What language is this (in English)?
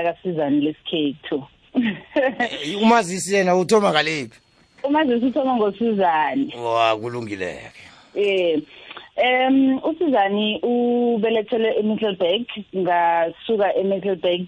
South Ndebele